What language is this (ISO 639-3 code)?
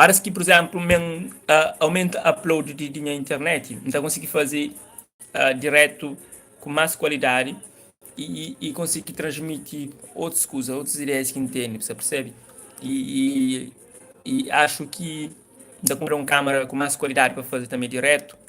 kea